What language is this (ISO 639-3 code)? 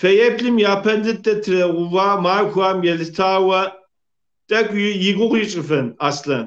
kbd